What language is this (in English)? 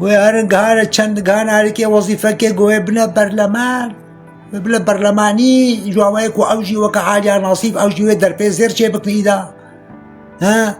Kurdish